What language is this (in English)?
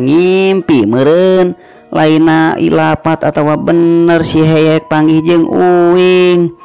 Sundanese